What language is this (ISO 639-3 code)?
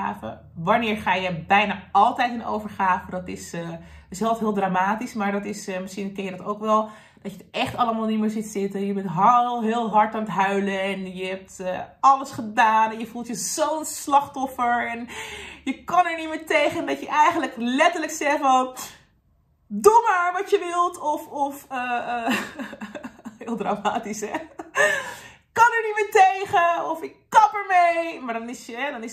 nld